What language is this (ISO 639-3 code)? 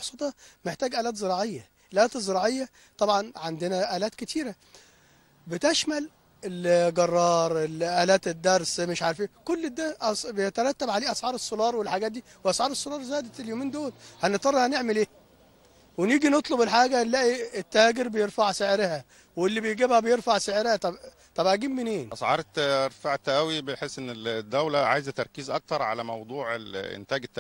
arz